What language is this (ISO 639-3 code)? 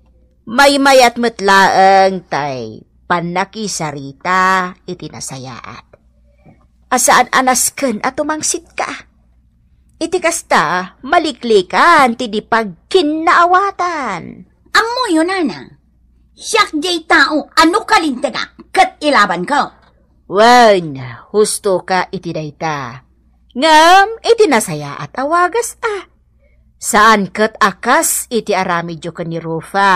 ilo